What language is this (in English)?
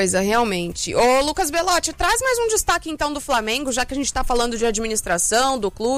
Portuguese